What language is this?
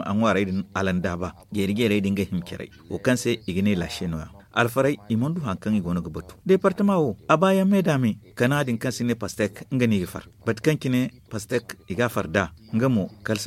Zarma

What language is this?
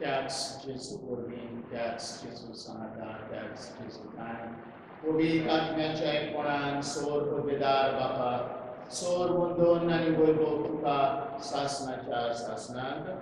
Konkani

